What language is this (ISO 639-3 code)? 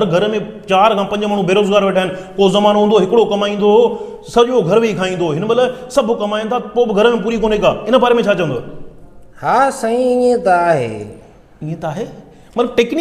snd